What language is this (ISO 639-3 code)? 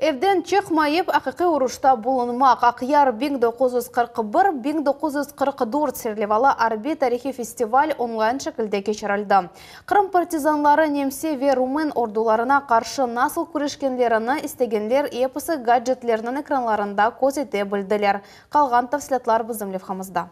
crh